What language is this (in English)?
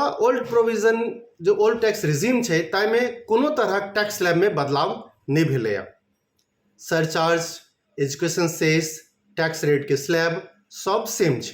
Maithili